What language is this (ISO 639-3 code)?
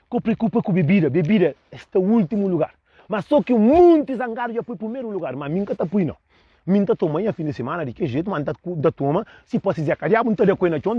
kea